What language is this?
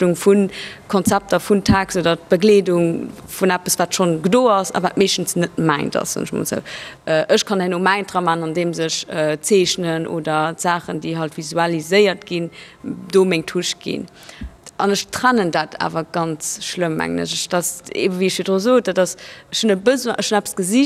Luxembourgish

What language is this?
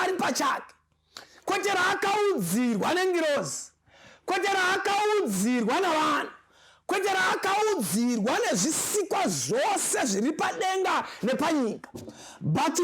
Shona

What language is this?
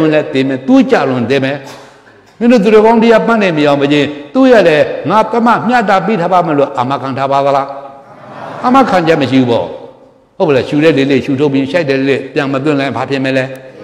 Burmese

